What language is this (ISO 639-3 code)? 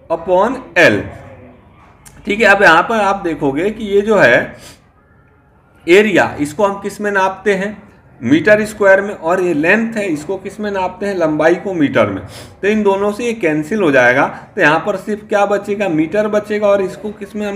hin